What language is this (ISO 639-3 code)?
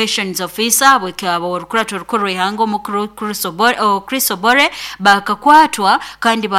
nyo